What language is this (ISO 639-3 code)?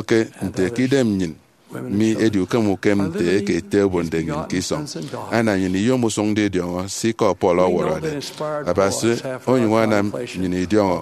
efi